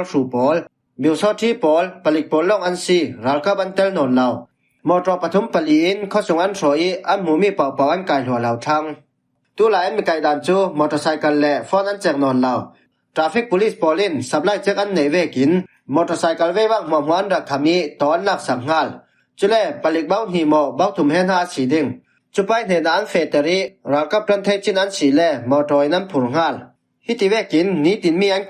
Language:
Falam Chin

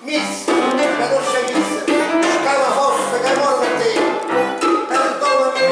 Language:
Neapolitan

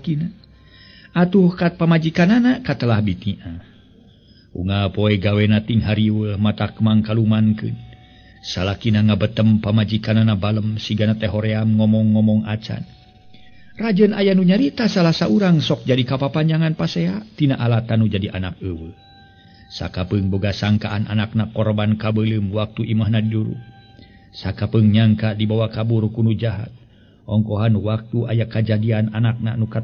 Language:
Sundanese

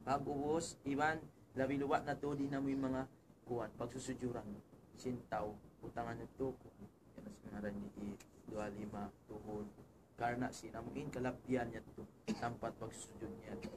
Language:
Tausug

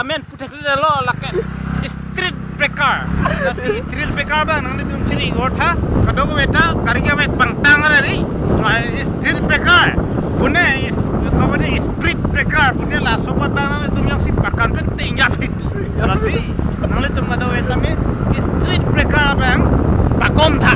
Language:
Karbi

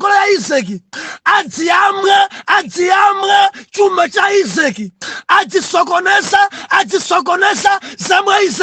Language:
Nyanja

